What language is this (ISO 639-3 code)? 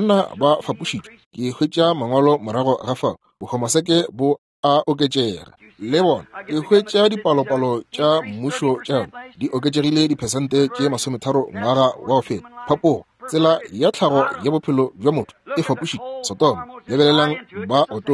nso